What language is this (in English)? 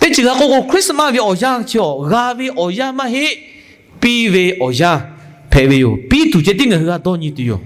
Lahu